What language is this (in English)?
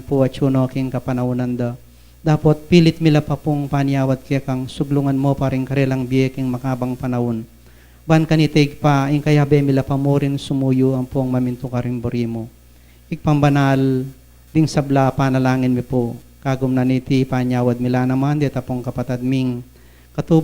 Pampanga